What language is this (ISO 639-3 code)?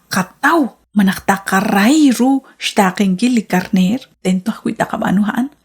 kek